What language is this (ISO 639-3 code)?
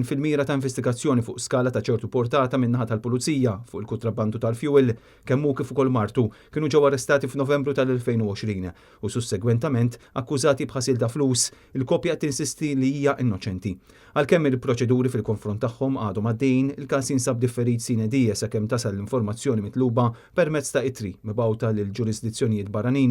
mlt